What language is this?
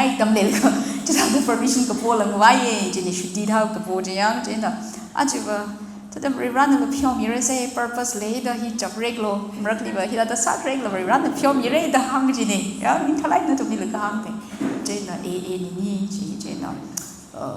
Tangkhul Naga (India)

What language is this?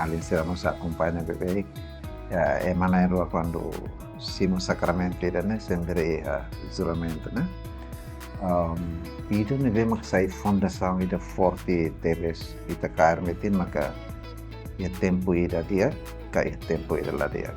Tetum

